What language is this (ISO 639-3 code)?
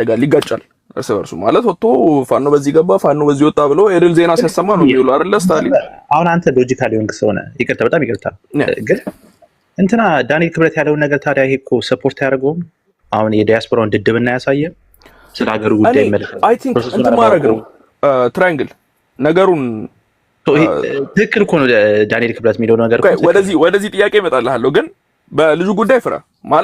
amh